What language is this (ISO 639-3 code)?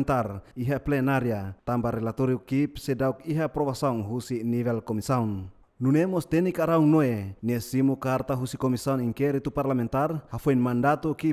tet